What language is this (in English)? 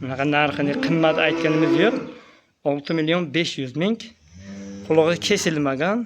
Uzbek